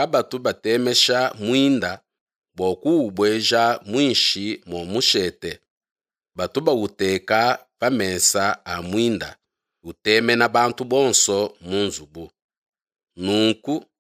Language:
Luba-Lulua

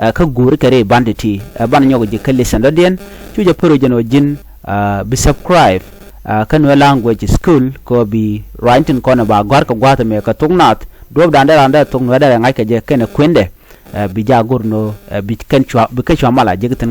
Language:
Nuer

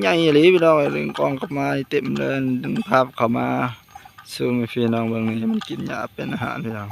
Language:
Northeastern Thai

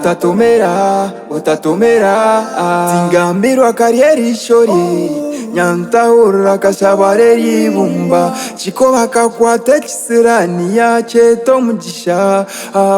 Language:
Nyankole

